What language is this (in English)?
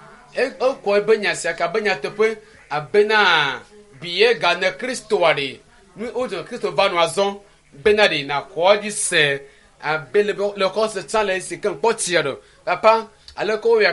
Ewe